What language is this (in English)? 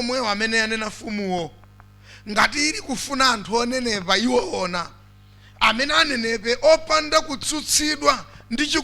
Nyanja